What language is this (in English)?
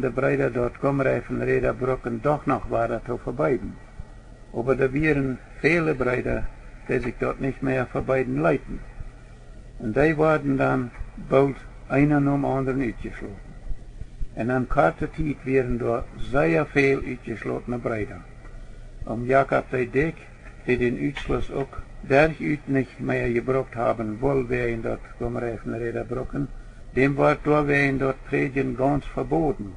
Plautdietsch